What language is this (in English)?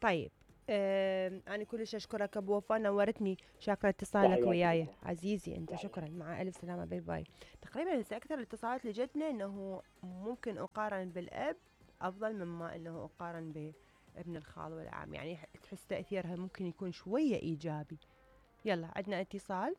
Mesopotamian Arabic